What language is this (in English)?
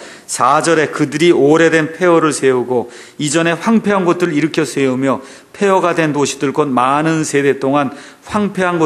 Korean